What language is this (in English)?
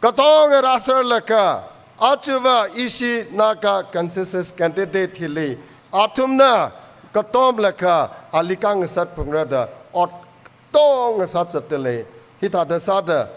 Tangkhul Naga (India)